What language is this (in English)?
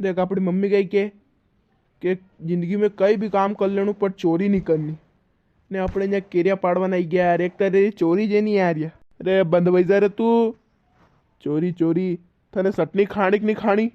Rajasthani